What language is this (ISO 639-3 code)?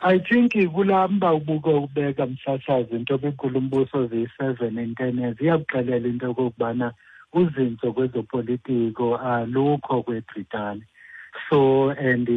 xho